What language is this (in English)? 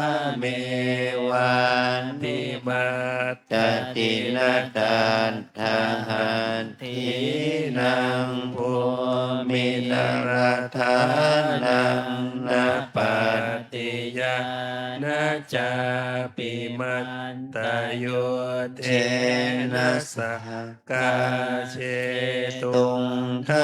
Pali